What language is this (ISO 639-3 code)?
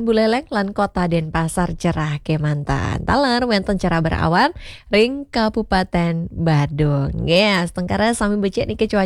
ban